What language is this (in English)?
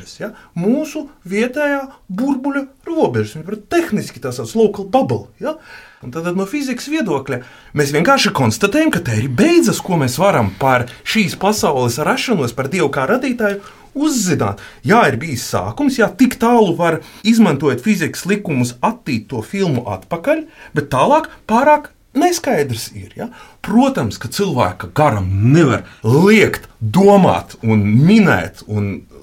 Latvian